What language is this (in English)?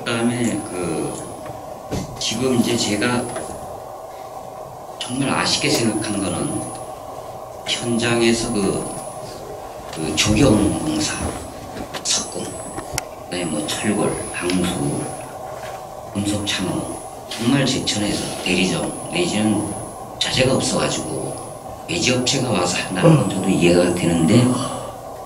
Korean